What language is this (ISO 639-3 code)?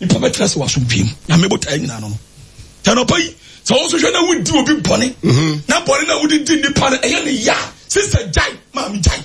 aka